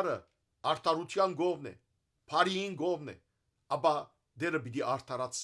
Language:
Western Armenian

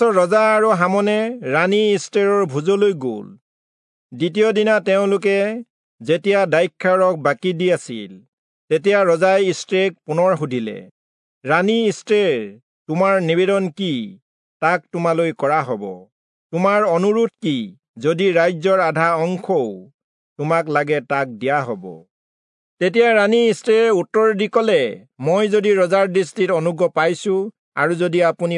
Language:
Assamese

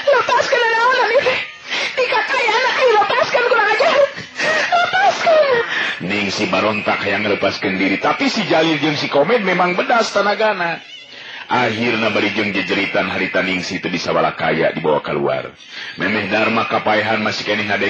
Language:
Sundanese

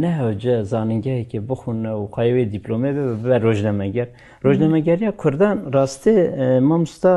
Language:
Kurdish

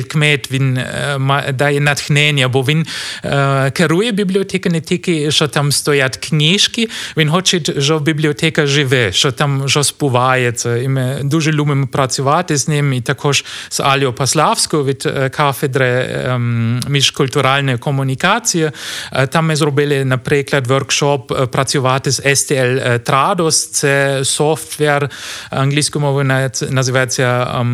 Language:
Ukrainian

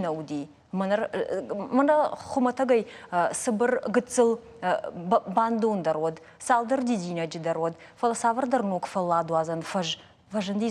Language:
Ossetic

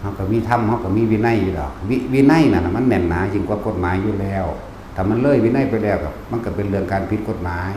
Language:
Northeastern Thai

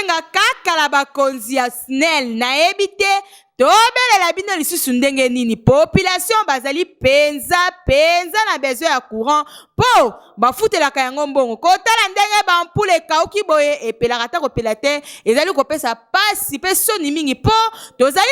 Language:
Lingala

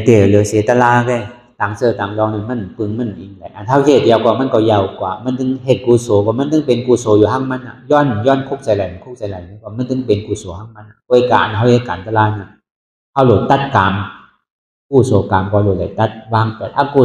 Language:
Shan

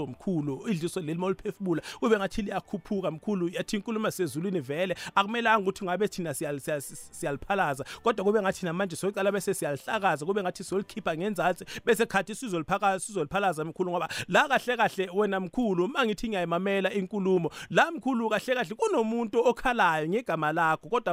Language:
South Ndebele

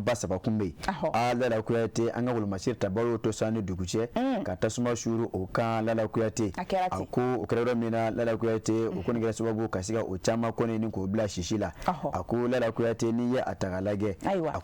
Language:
Bambara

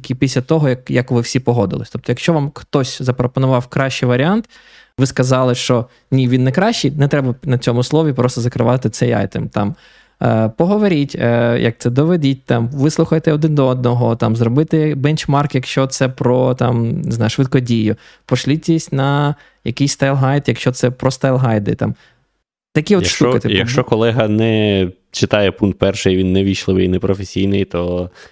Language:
Ukrainian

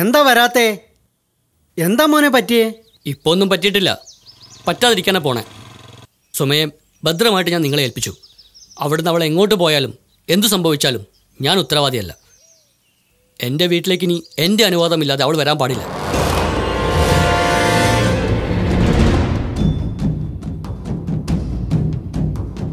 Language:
Malayalam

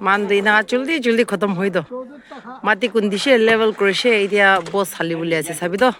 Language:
Naga Pidgin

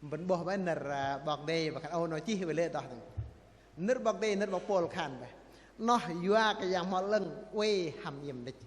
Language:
Bahnar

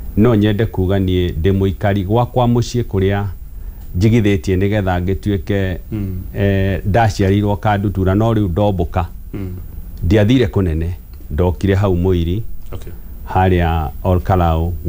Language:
Kikuyu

